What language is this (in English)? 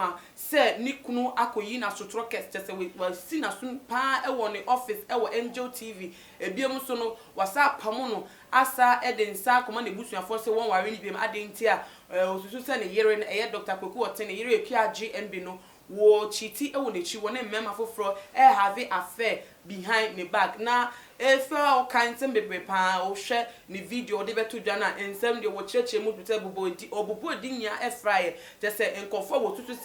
Akan